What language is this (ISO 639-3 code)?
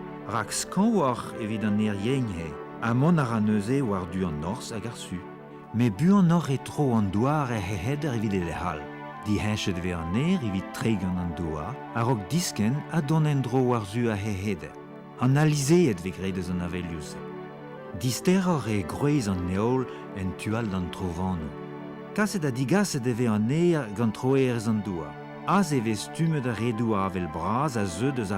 bre